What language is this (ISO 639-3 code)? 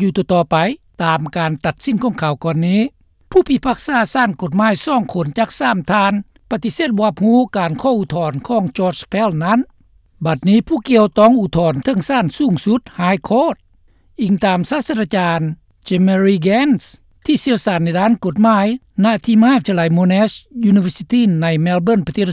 lao